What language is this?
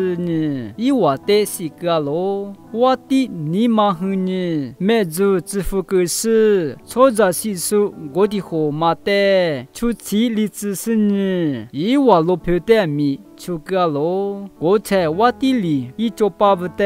Lisu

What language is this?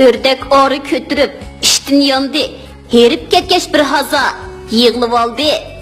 Uyghur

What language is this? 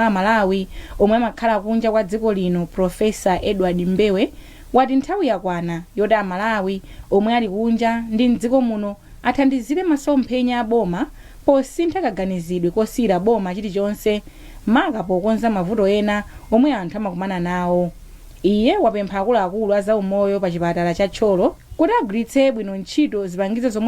Nyanja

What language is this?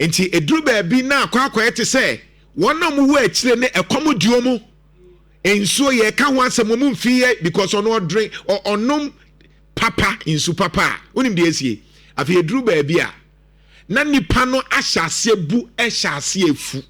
Akan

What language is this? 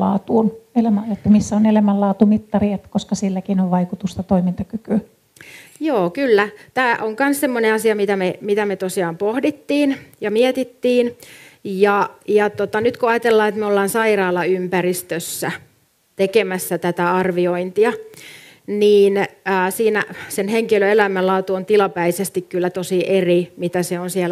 Finnish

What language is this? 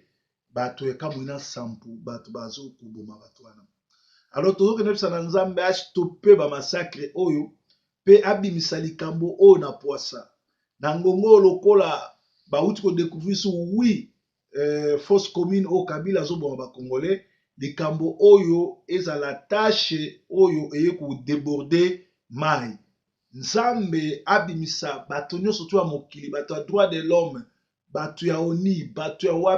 Lingala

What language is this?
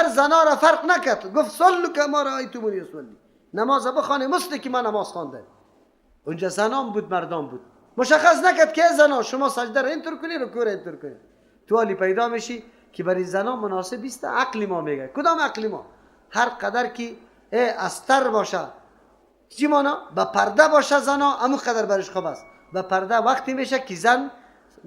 Persian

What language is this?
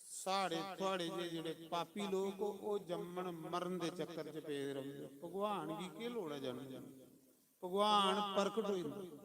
Dogri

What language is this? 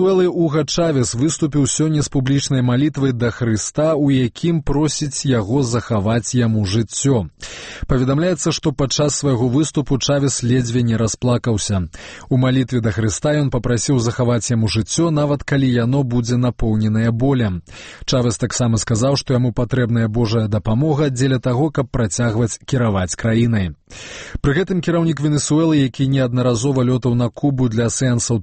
Belarusian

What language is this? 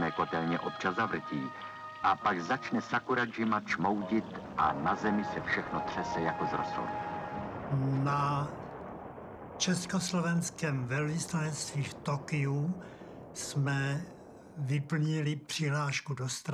Czech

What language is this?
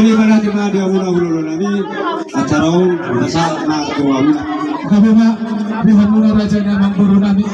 Batak Toba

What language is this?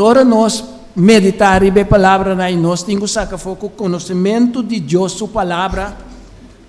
Papiamento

